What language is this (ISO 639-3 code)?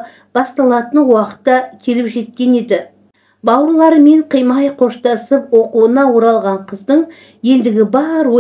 kaz